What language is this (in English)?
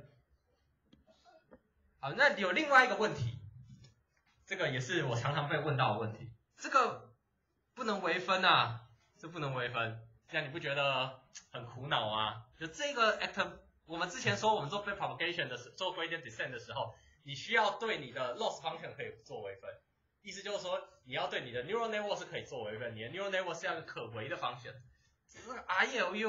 Chinese